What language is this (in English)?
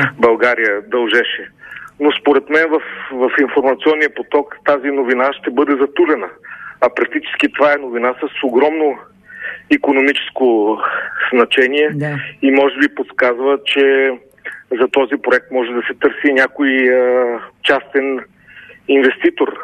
Bulgarian